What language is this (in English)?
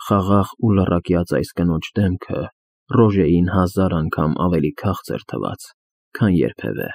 Armenian